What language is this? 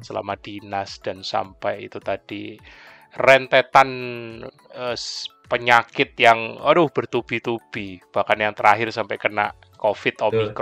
Indonesian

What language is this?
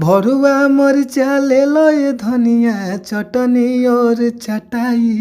Bhojpuri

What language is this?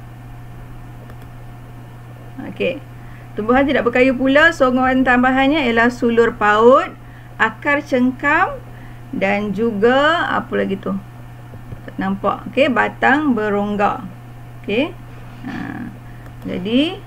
Malay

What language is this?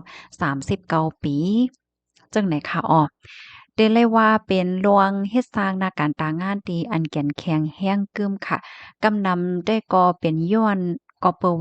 Shan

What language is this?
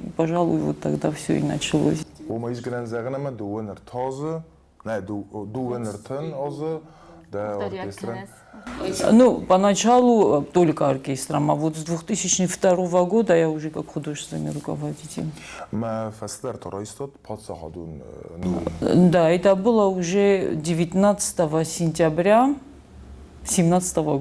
Ossetic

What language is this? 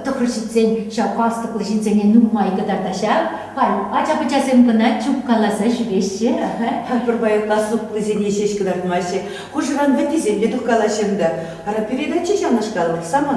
Chuvash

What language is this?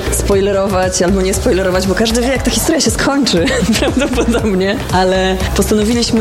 Polish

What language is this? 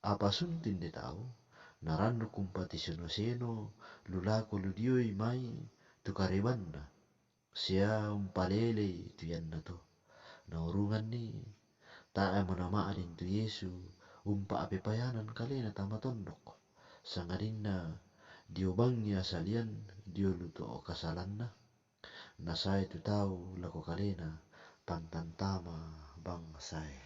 Toraja-Sa'dan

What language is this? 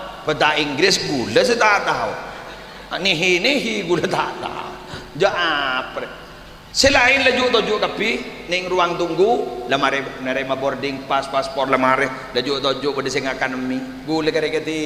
Madurese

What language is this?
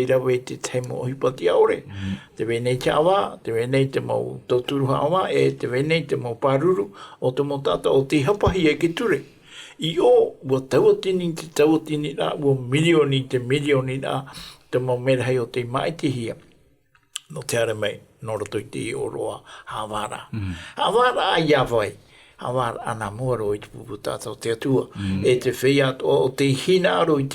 Tahitian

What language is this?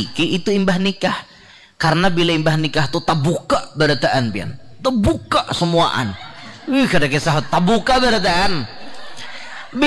Banjar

